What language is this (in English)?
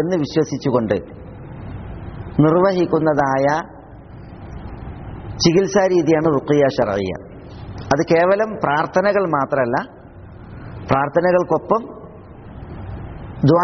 Malayalam